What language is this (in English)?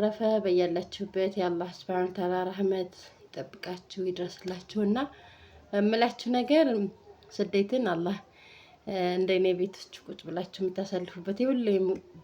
Amharic